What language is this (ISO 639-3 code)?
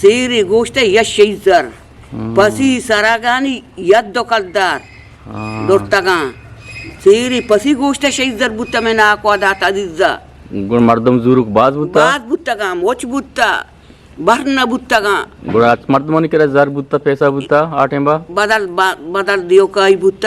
bgp